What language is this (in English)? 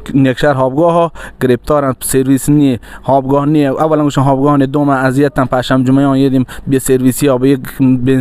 Baluchi